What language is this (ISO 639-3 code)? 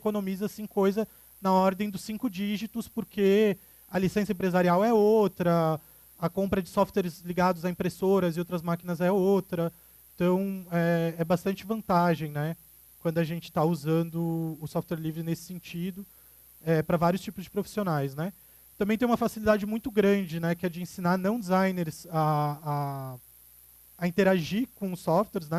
por